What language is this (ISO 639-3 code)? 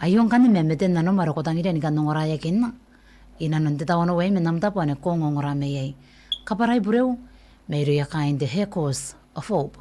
gil